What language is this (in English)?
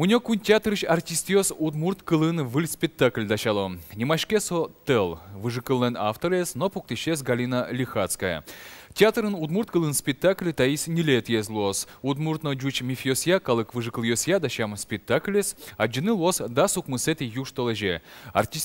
Udmurt